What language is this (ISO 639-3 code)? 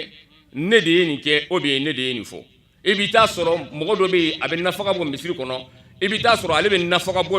bam